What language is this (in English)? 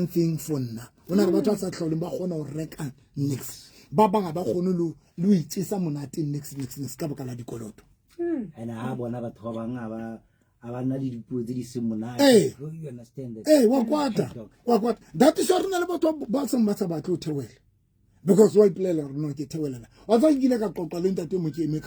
Southern Sotho